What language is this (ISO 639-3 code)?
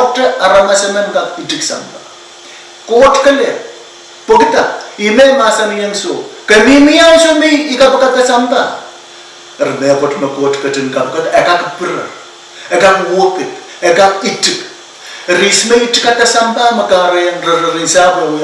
pon